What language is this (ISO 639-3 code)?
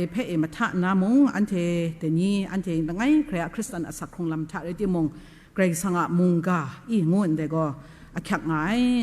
kac